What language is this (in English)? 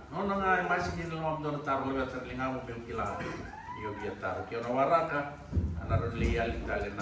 Fijian